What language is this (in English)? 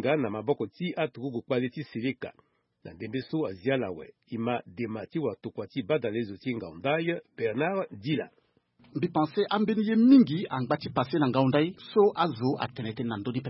Sango